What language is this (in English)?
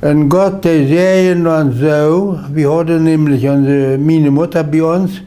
Plautdietsch